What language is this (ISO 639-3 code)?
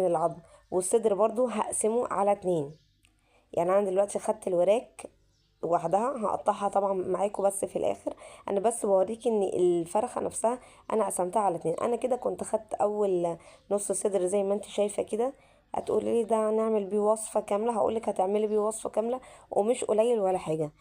arz